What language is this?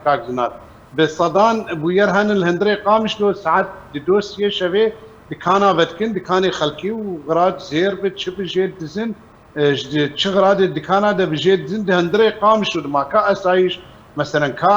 Kurdish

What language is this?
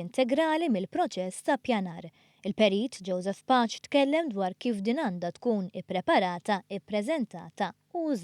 Maltese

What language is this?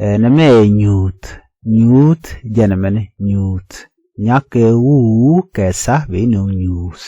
Nuer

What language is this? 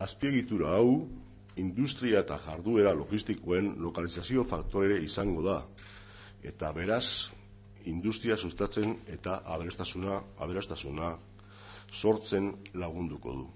Basque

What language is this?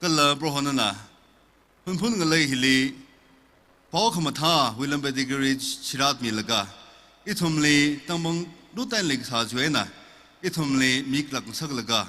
Tangkhul Naga (India)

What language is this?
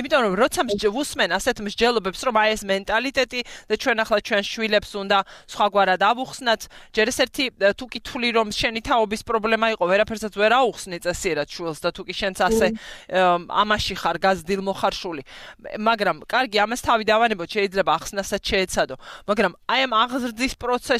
Georgian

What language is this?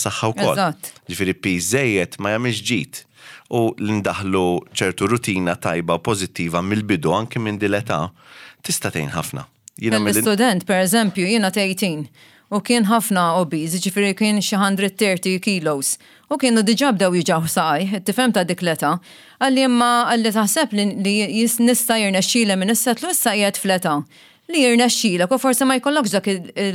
Maltese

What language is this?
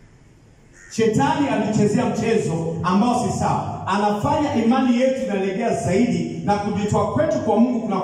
Swahili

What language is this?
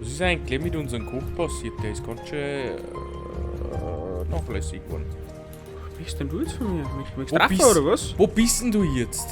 Bavarian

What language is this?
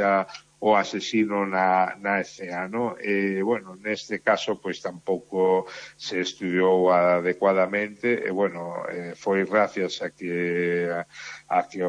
Galician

